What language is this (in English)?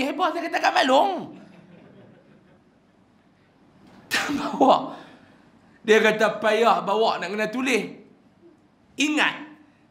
Malay